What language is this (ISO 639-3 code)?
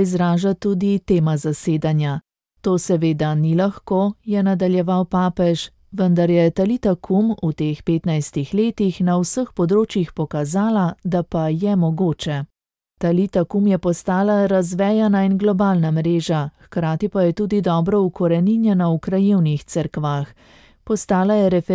slv